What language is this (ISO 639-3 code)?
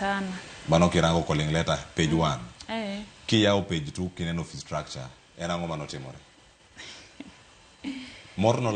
luo